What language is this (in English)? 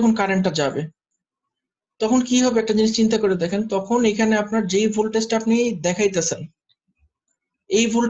Bangla